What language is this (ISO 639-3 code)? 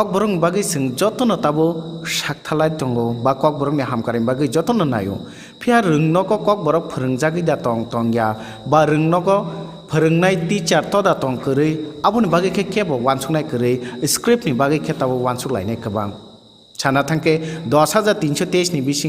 trp